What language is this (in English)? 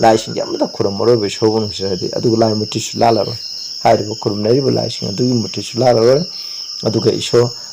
Manipuri